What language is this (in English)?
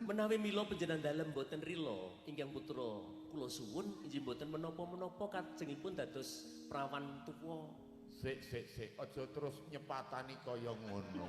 Javanese